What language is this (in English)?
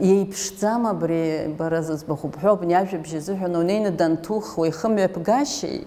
Abkhazian